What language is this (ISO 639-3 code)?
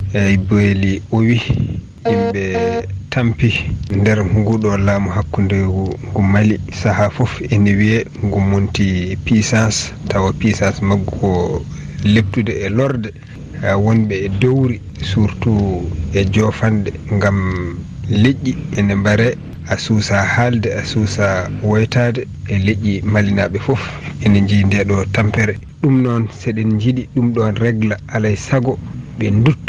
ful